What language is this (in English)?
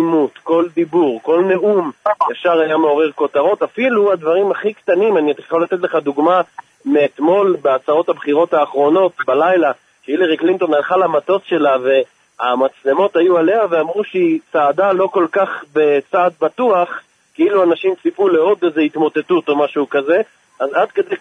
Hebrew